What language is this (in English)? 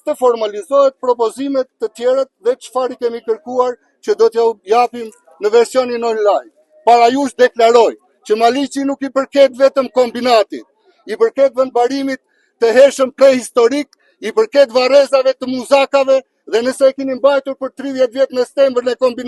Albanian